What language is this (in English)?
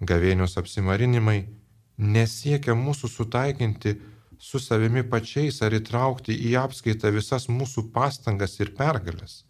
Lithuanian